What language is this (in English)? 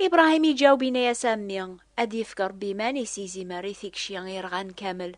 Kabyle